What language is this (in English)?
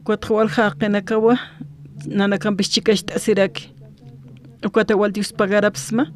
Aymara